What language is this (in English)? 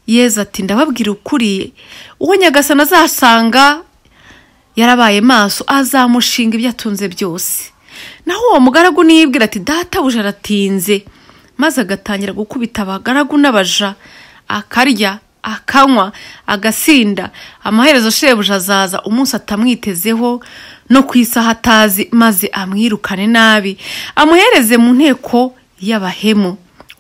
Kinyarwanda